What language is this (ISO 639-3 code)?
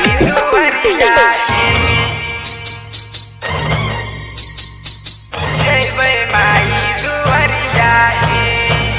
bho